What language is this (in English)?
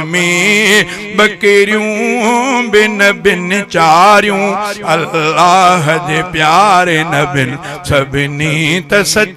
Sindhi